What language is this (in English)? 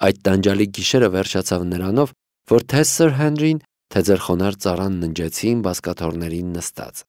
Armenian